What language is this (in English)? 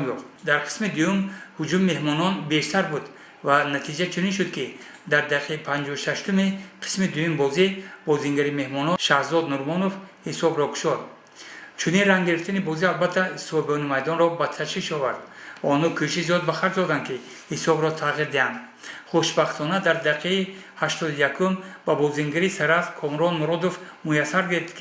Tajik